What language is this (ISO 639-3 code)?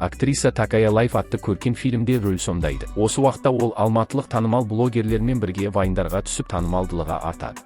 kaz